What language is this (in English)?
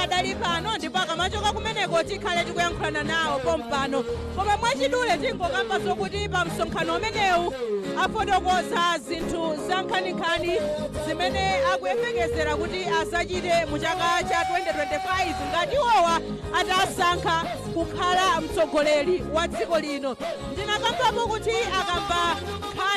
Nyanja